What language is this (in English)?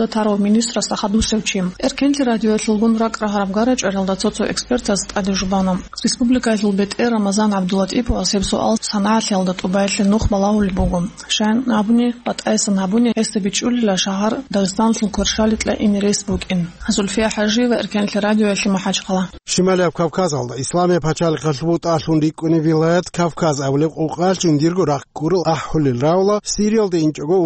Avaric